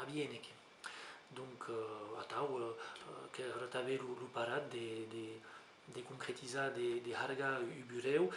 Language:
Occitan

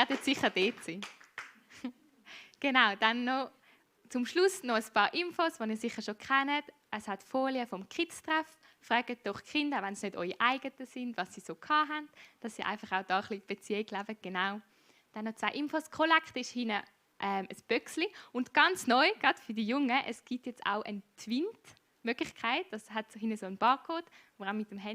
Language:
Swiss German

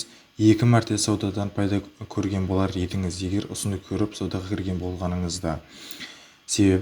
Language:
Kara-Kalpak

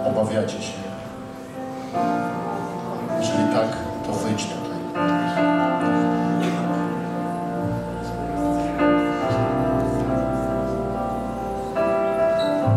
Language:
Polish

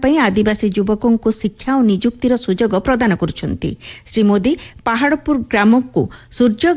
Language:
Odia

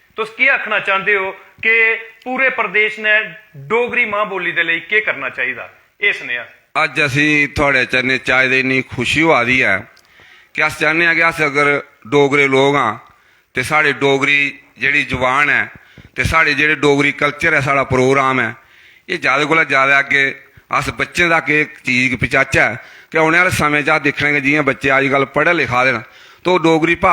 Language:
Dogri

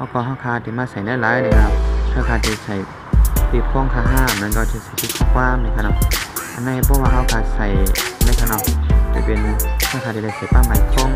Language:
Shan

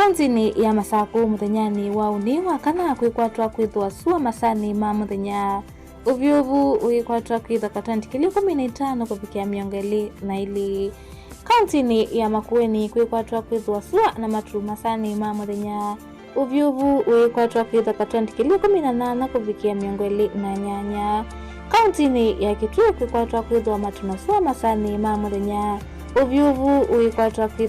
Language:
Kamba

